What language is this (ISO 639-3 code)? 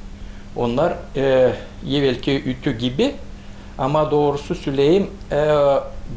gag